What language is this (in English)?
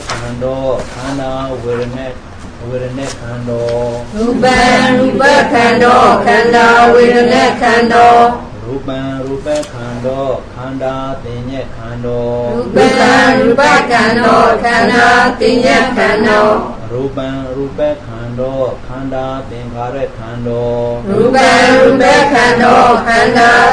Burmese